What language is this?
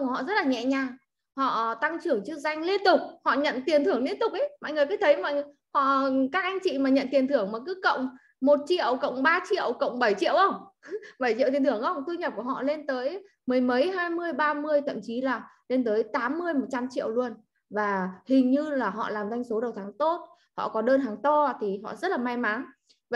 Vietnamese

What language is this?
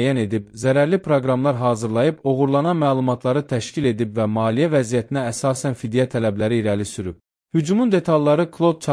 Azerbaijani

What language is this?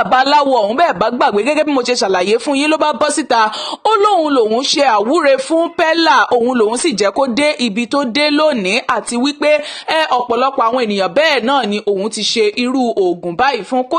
Yoruba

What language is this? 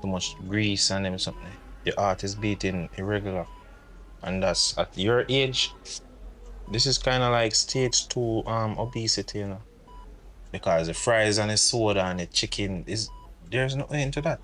Jamaican Creole English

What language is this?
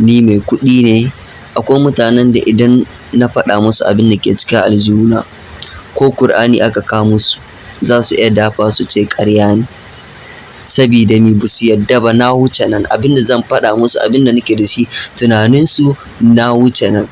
Hausa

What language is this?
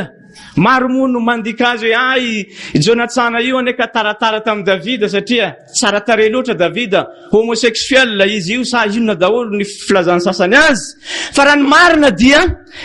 Malagasy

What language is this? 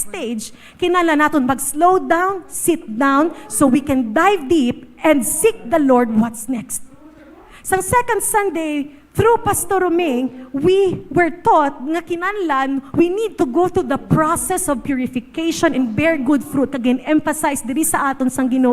Hiligaynon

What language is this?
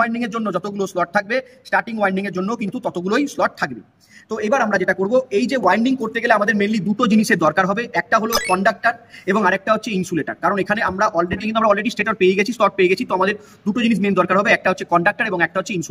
Bangla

